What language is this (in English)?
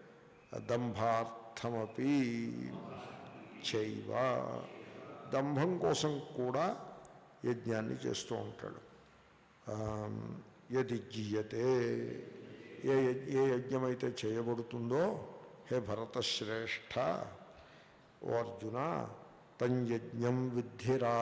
Telugu